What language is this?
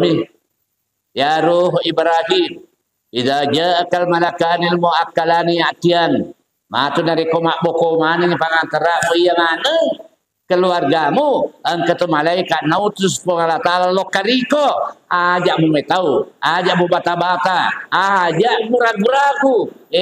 Buginese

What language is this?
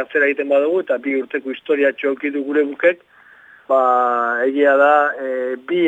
Basque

